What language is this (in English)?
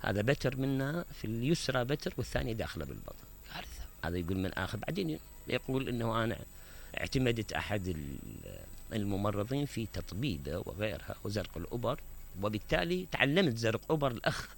Mesopotamian Arabic